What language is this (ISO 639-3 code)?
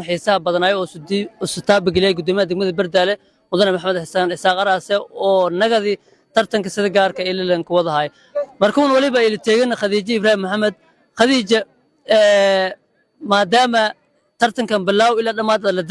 som